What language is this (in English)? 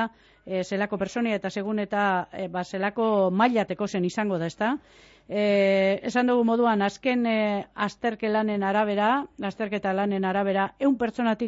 Basque